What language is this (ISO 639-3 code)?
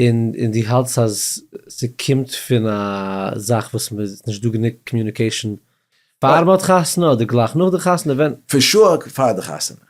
yid